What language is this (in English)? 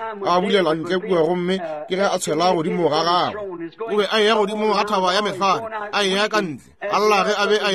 Northern Sotho